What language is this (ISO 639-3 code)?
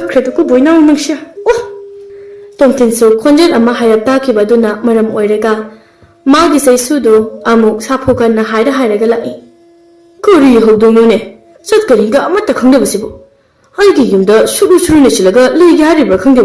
mni